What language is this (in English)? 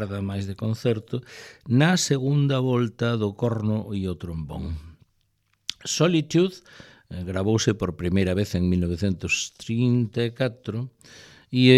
Galician